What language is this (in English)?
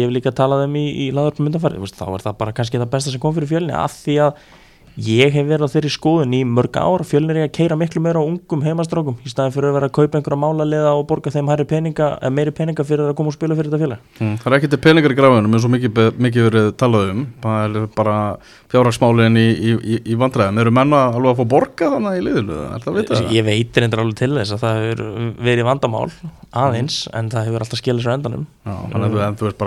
Icelandic